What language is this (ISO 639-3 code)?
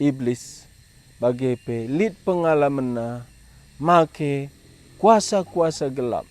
btx